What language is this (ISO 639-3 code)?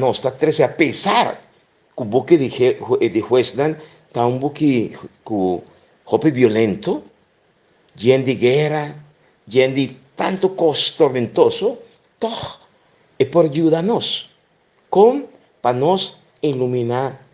pap